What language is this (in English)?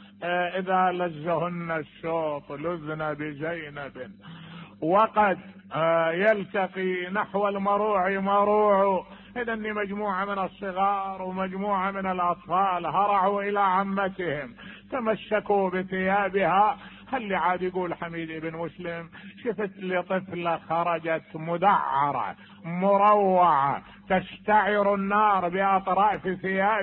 Mesopotamian Arabic